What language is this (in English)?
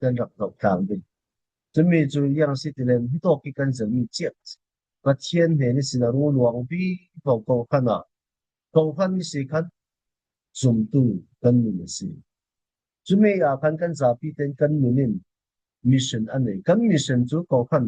Falam Chin